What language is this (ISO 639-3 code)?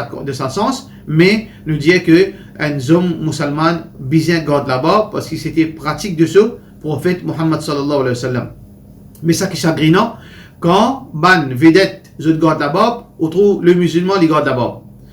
mfe